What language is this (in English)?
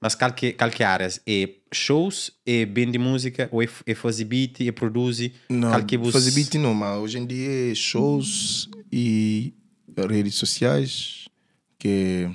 Kabuverdianu